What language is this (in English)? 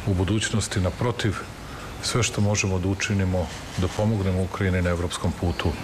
Serbian